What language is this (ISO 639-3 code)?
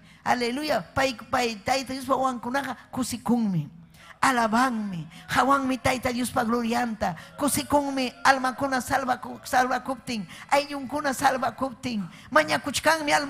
quy